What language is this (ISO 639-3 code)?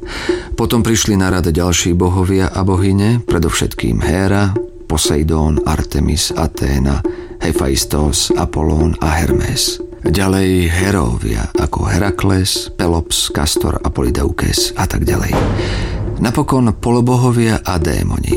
slk